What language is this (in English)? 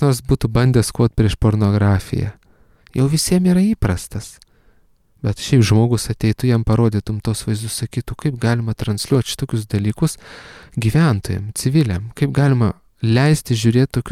Lithuanian